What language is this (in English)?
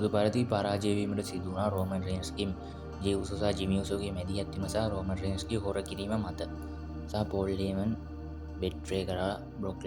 Sinhala